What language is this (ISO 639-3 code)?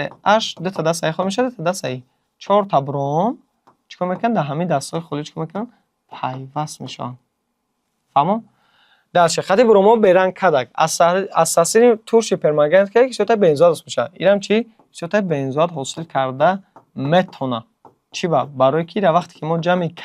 tgk